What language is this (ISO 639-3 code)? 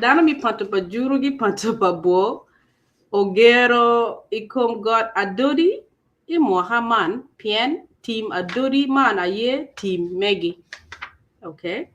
ach